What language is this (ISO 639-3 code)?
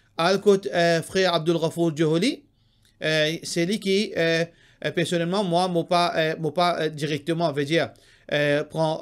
mfe